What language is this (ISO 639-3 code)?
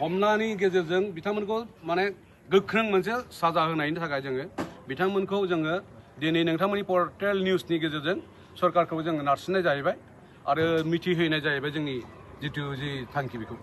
brx